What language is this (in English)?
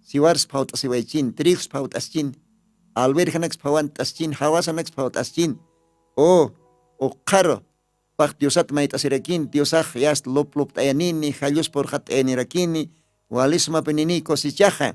Aymara